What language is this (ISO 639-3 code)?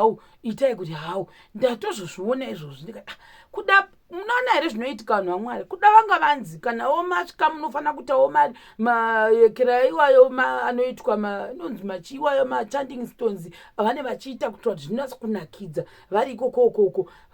sna